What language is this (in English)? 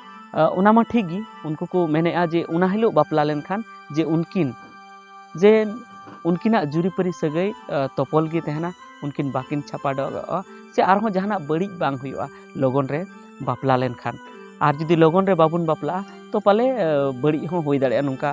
Santali